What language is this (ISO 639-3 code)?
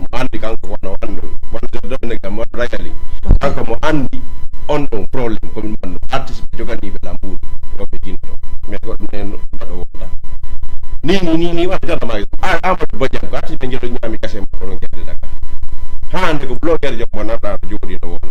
ful